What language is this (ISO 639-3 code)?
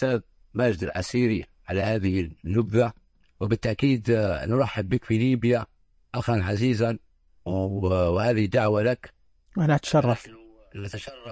ars